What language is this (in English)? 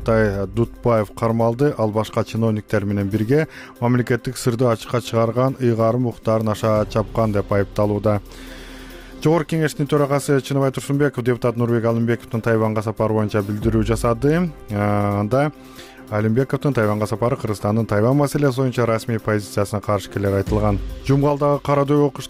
Kyrgyz